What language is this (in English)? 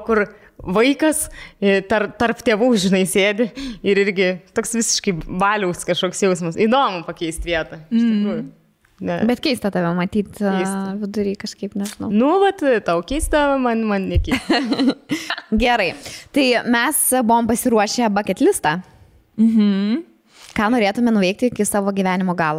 Lithuanian